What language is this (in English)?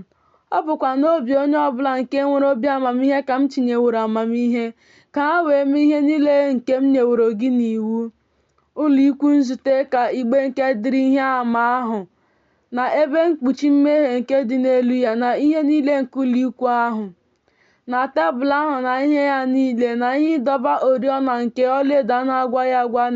Igbo